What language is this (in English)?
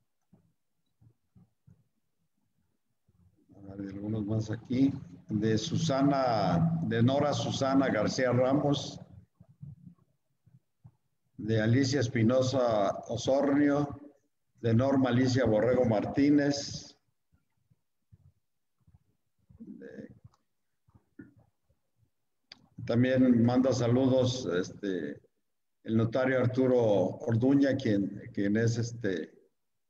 Spanish